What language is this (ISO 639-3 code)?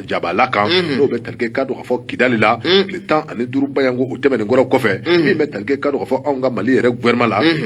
bam